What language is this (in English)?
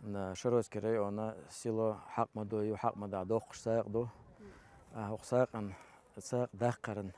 Chechen